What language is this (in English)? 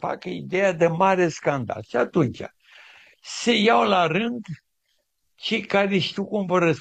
Romanian